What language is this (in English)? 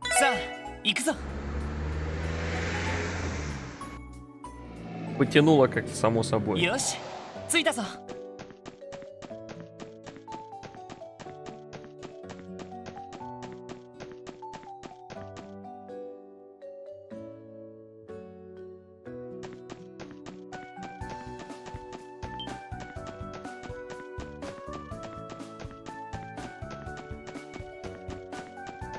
Russian